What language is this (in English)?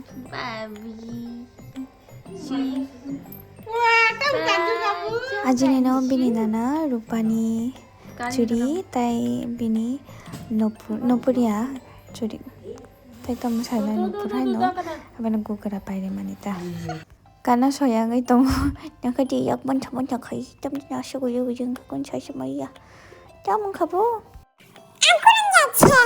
Kok Borok